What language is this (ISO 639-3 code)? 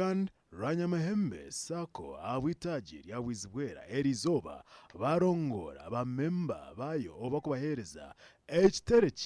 nyn